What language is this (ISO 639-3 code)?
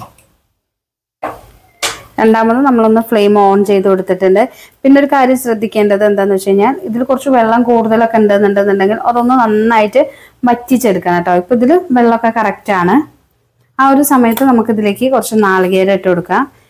mal